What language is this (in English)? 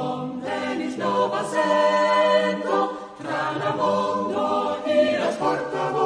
Esperanto